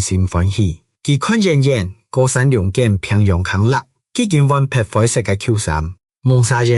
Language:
Hakka Chinese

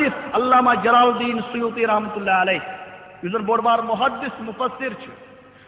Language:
Kashmiri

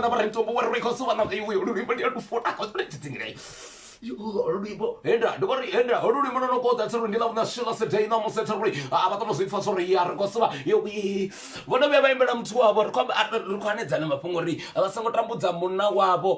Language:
Venda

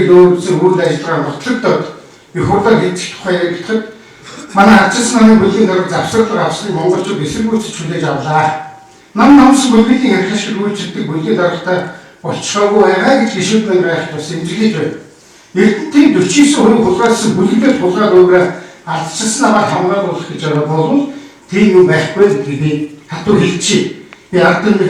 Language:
Mongolian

